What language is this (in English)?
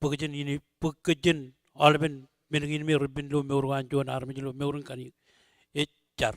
Marshallese